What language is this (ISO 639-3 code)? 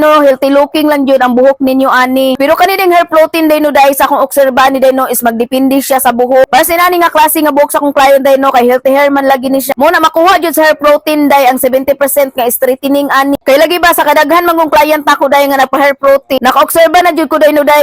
ceb